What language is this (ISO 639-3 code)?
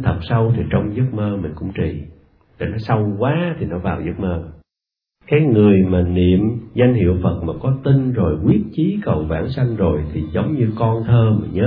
vie